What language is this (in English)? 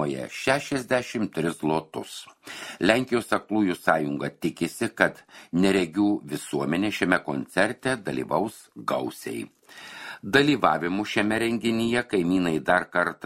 Lithuanian